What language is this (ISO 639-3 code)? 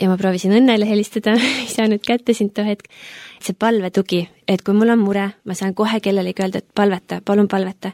est